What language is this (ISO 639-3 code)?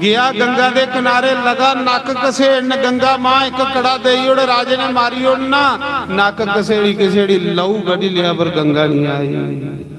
doi